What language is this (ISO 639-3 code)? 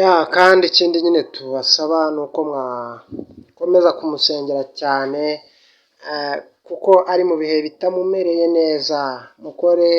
kin